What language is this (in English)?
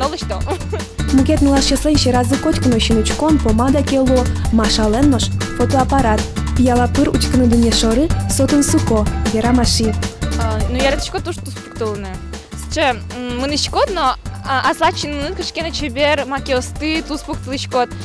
Udmurt